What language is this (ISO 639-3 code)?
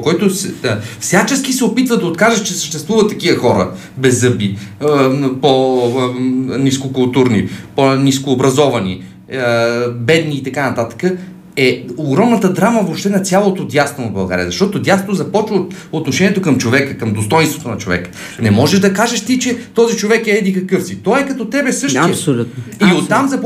bul